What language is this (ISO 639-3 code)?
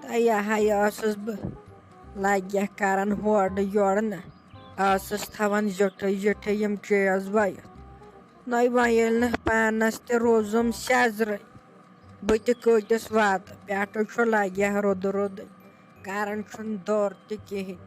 kas